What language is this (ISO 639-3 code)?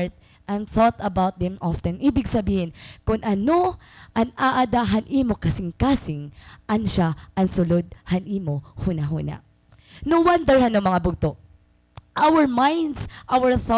war